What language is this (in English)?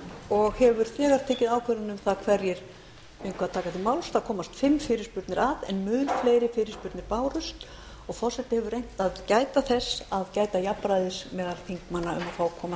Icelandic